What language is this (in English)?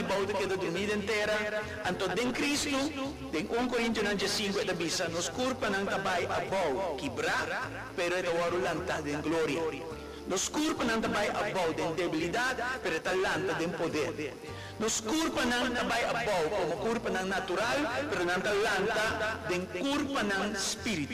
Papiamento